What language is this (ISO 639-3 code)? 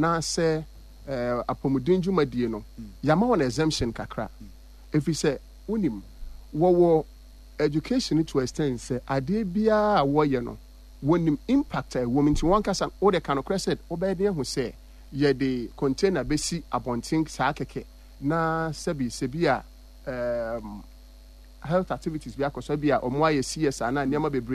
aka